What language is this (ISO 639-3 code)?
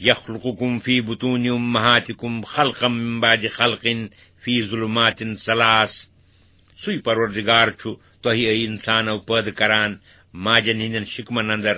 kas